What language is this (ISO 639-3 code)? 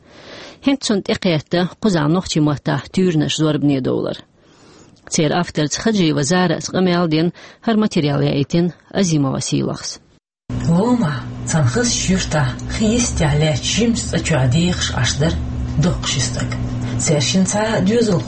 che